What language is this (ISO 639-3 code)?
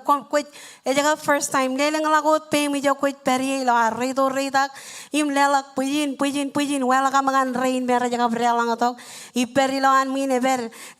mah